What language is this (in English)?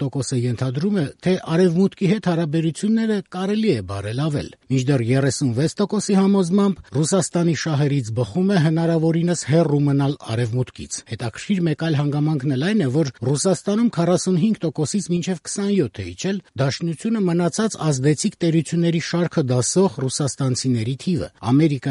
Armenian